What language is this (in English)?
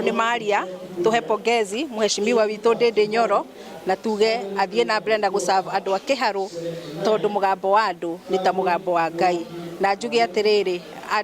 Kikuyu